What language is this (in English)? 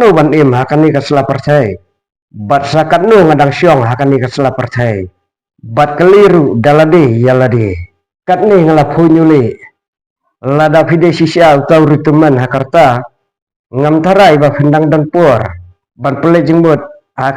Khasi